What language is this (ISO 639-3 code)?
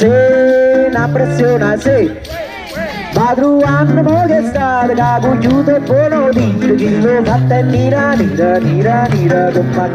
nap